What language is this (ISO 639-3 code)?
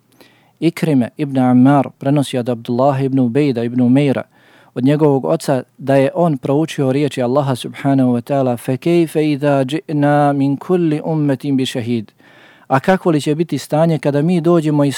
bos